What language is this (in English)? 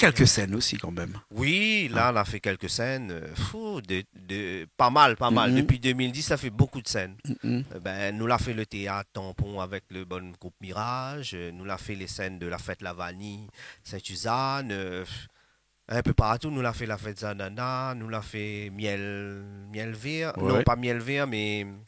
Réunion Creole French